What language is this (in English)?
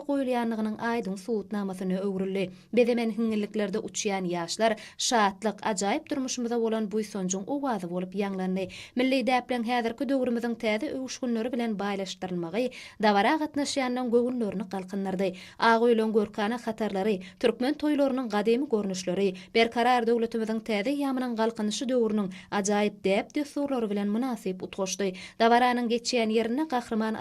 Turkmen